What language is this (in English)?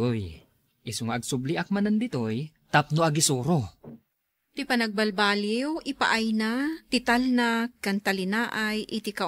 Iloko